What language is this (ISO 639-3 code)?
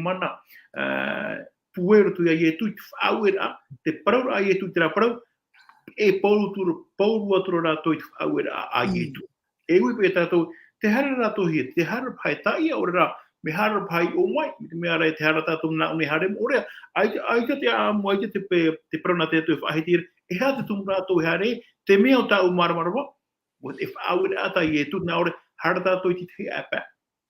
tah